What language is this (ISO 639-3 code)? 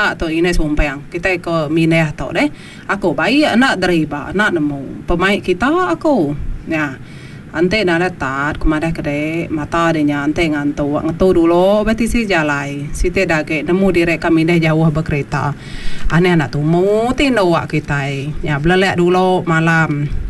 iba